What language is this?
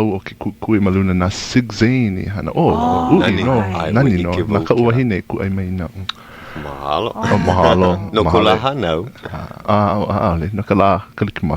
Hawaiian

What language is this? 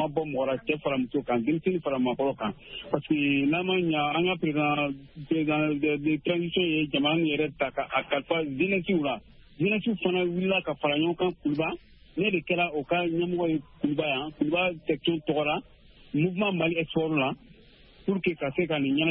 Bambara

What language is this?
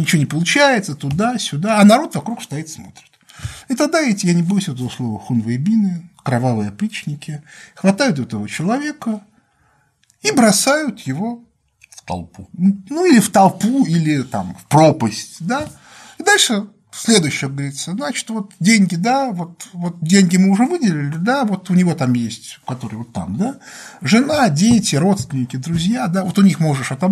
Russian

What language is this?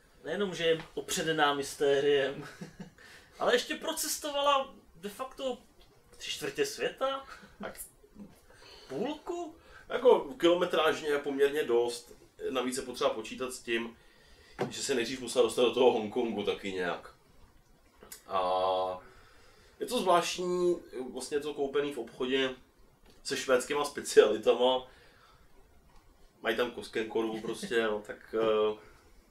Czech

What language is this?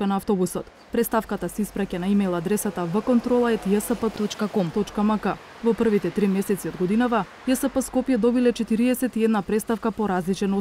Macedonian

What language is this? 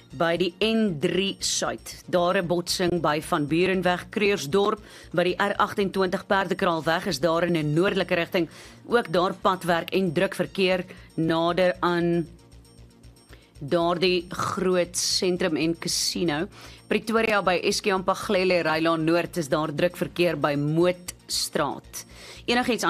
Afrikaans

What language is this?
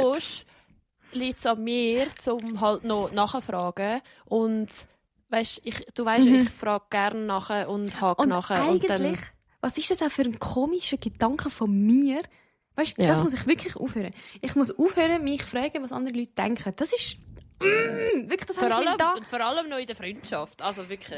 Swiss German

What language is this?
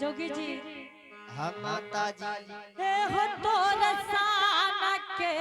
Angika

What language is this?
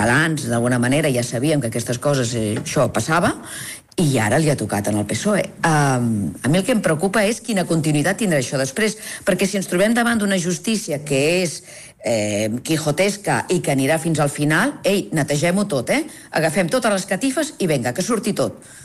Catalan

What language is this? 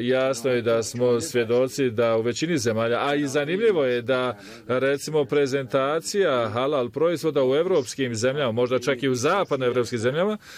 Bosnian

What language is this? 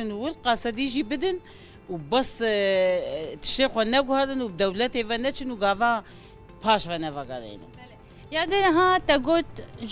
Kurdish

